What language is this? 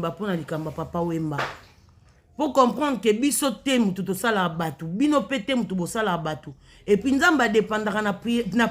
Lingala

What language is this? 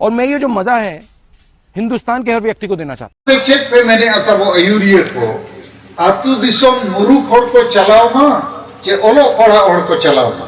Santali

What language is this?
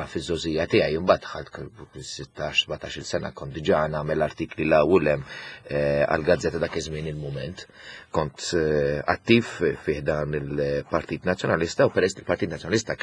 Maltese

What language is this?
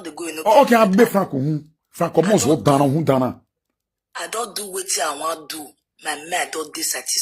Nigerian Pidgin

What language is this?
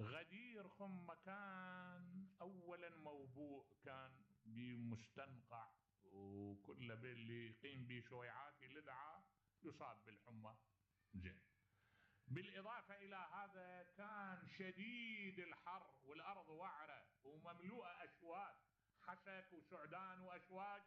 Mesopotamian Arabic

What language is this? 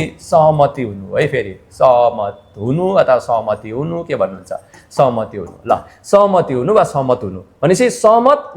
Nepali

